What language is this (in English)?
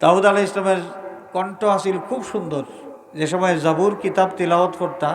Sylheti